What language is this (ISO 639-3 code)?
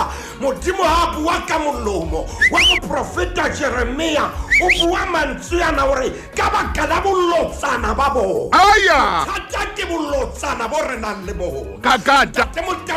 sot